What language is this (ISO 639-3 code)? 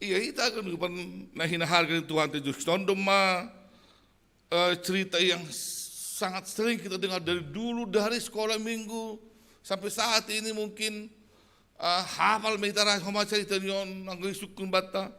bts